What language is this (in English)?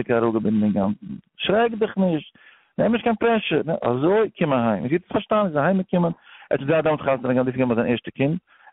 Yiddish